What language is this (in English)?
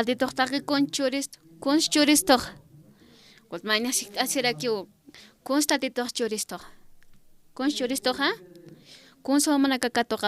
Aymara